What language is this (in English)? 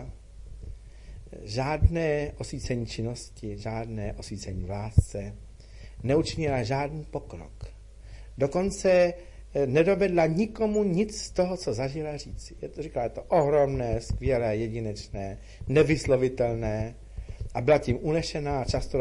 Czech